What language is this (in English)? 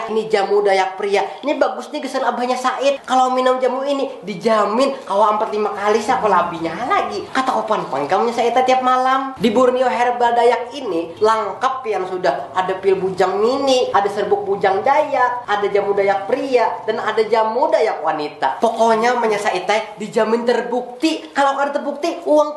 Banjar